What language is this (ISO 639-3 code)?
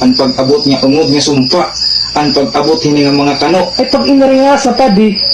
war